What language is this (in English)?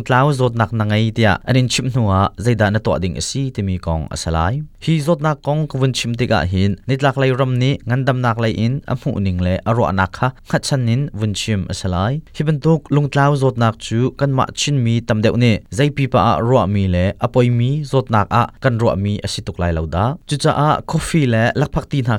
Hakha Chin